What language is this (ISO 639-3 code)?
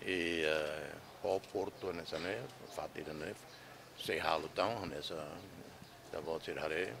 tet